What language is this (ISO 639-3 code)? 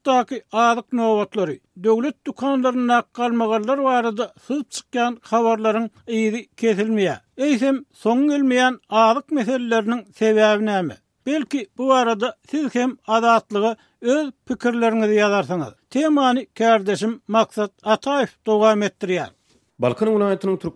tuk